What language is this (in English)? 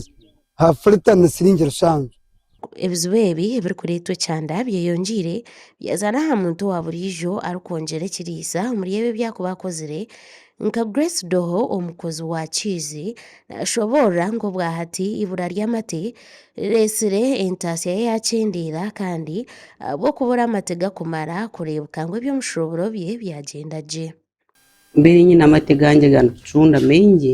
Nyankole